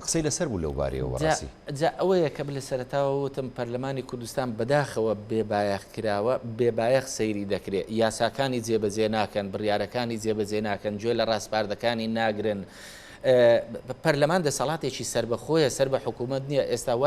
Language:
Central Kurdish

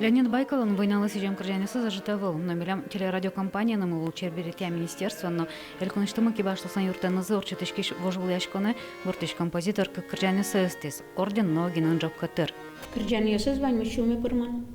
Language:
Udmurt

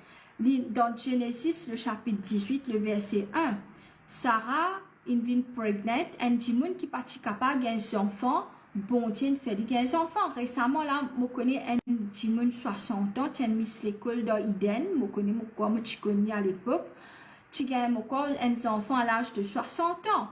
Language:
Morisyen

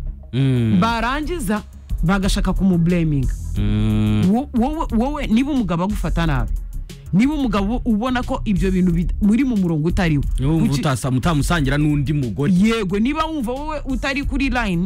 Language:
Kinyarwanda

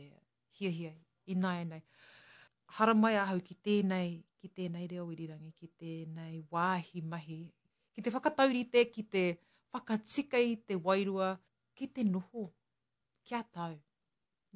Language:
Māori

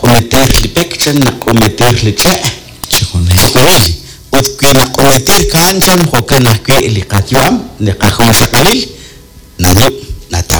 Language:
Kekchí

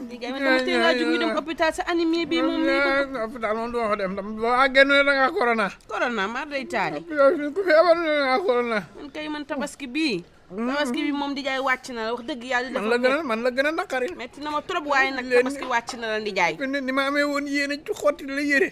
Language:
Wolof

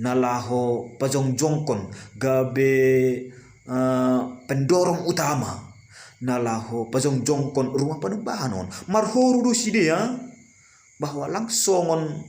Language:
Batak Simalungun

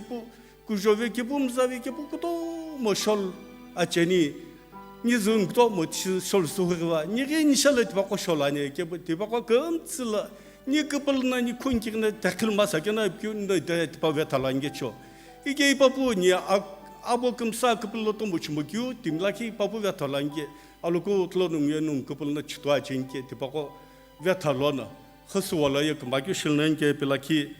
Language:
Sumi Naga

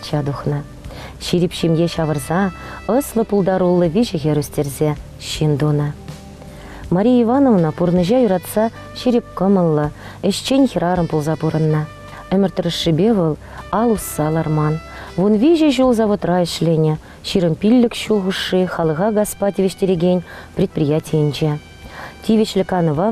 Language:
Chuvash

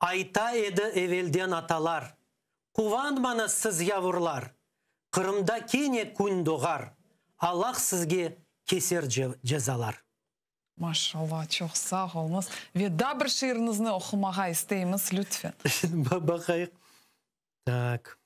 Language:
Crimean Tatar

